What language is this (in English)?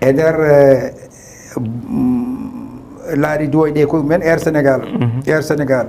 Fula